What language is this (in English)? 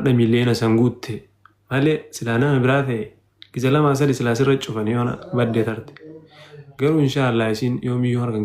Oromo